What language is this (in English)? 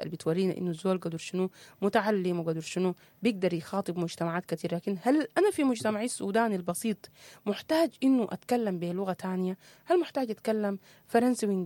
Sudanese Arabic